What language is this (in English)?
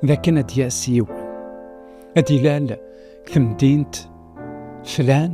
Kabyle